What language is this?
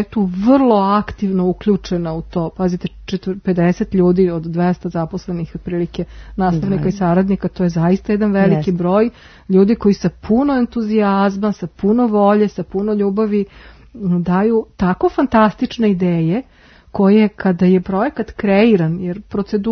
Serbian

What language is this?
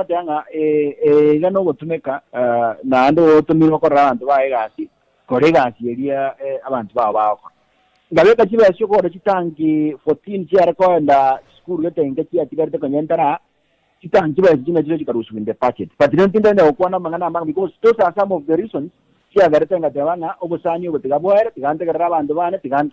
Gusii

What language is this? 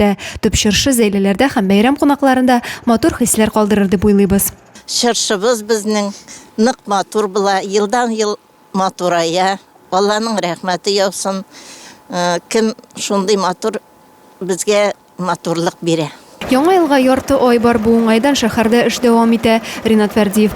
Tatar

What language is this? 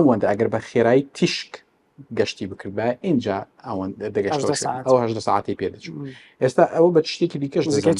Central Kurdish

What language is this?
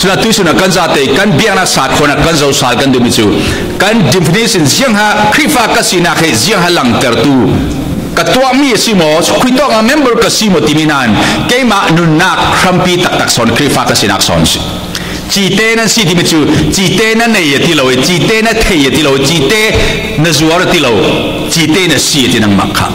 Falam Chin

